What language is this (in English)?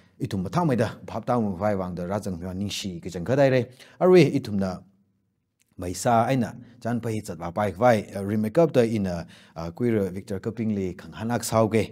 Tangkhul Naga (India)